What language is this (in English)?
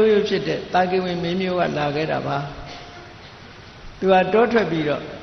Burmese